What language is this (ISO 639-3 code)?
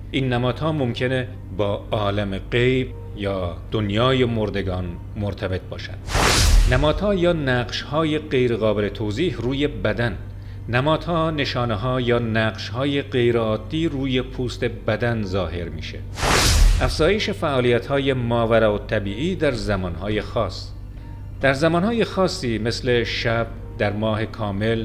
fas